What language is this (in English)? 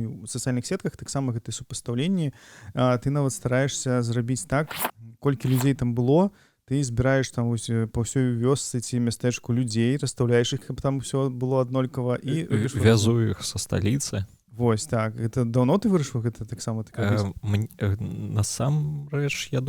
Belarusian